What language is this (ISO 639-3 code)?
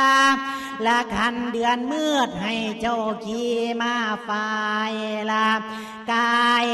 lao